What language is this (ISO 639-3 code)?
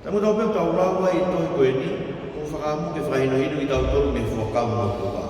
ton